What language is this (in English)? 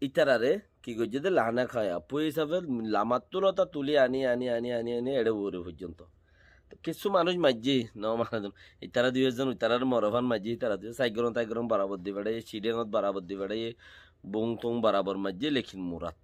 Rohingya